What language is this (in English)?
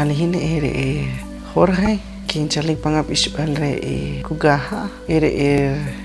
Poqomchi'